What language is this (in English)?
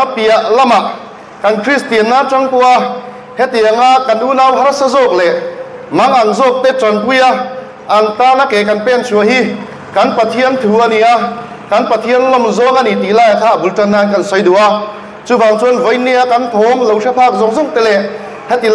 Mizo